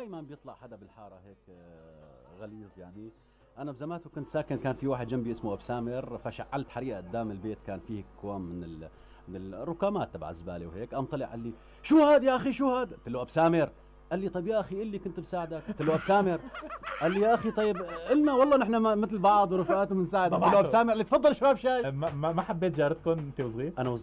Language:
North Levantine Arabic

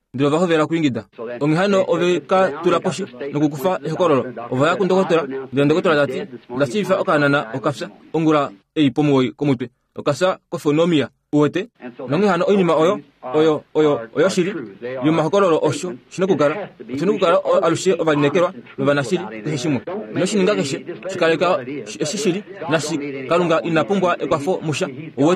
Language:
Kuanyama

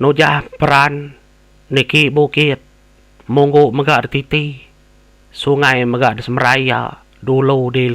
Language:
Iban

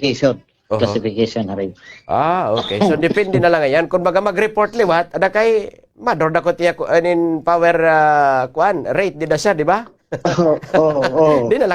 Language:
Waray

